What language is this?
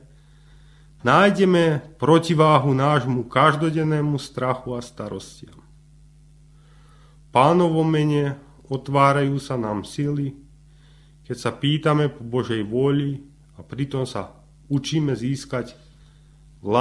Slovak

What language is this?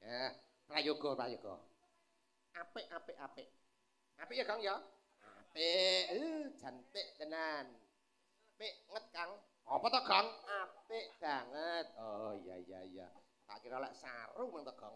Javanese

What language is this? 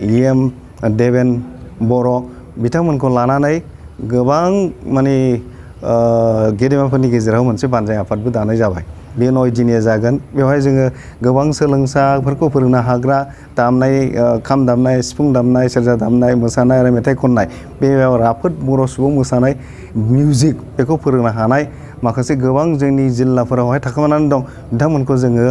Bodo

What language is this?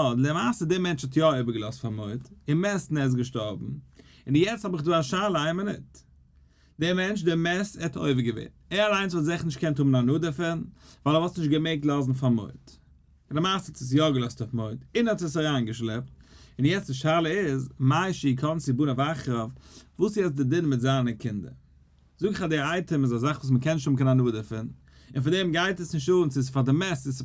Yiddish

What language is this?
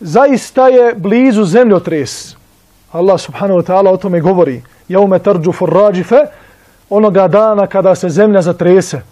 Bosnian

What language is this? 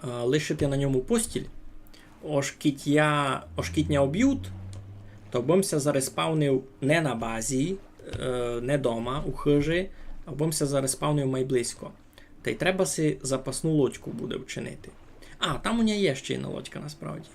Rusyn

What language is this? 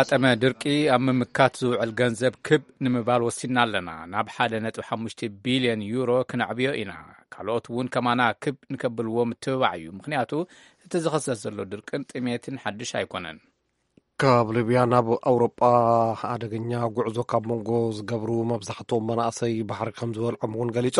Tigrinya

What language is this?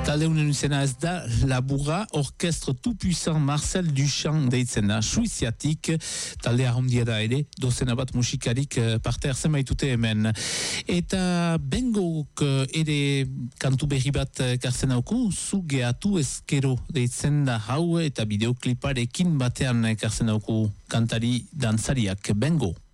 Basque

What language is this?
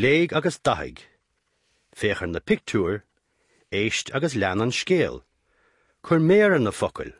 Irish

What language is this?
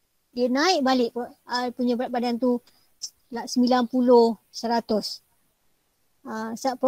Malay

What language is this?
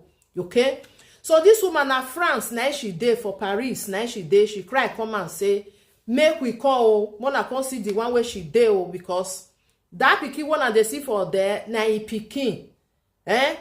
Nigerian Pidgin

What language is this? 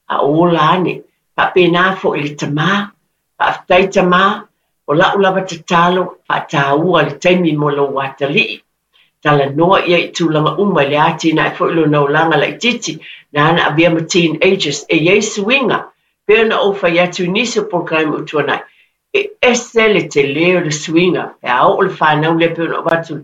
Samoan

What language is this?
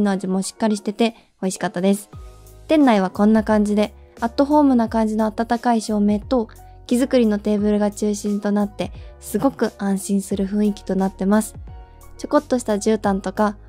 Japanese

